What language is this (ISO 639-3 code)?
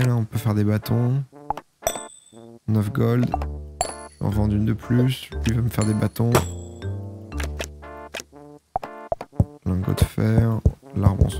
fra